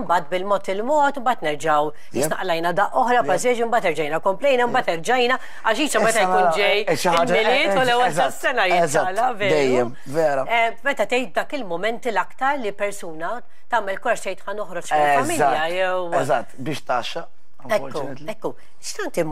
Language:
Maltese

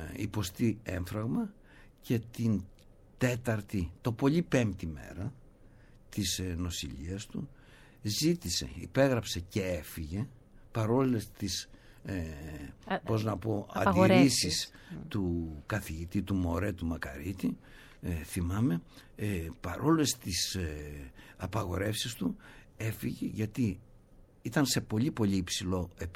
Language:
Greek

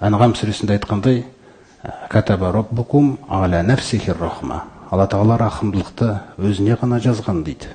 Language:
Kazakh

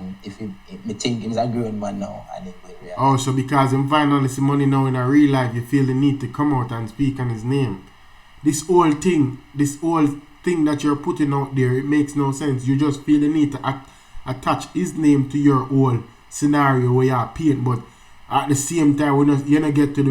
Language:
Jamaican Creole English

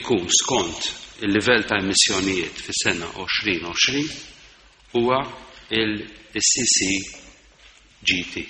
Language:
Maltese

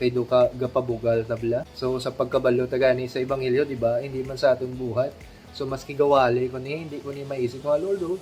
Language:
Hiligaynon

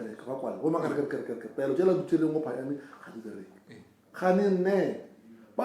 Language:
Northern Sotho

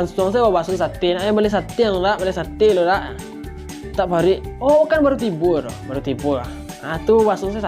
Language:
Minangkabau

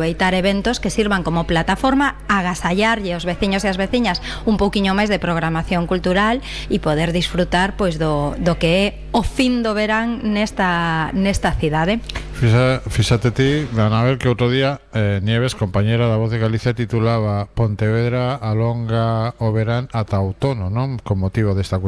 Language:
Galician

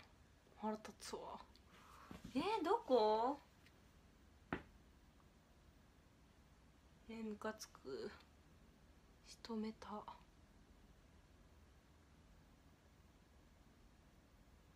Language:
Japanese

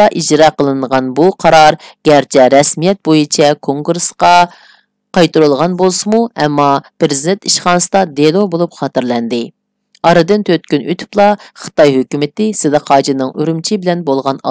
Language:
Uyghur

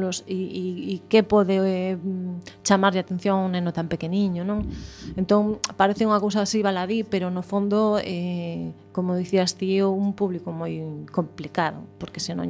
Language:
Galician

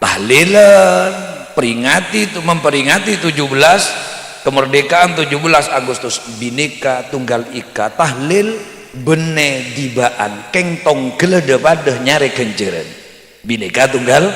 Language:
Madurese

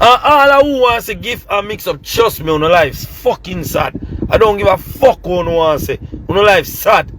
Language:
Jamaican Creole English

